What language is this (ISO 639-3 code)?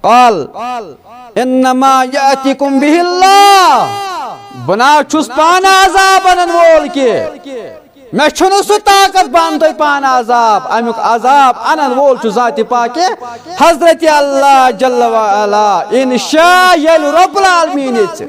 kas